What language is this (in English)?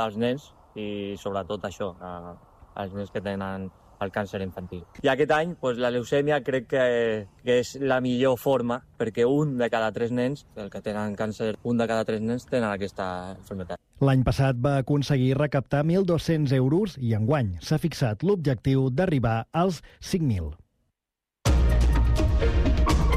Catalan